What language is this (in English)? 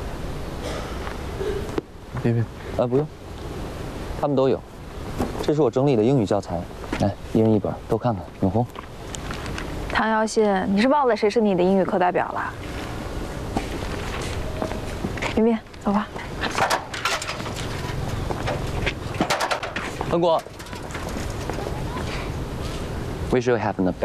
Chinese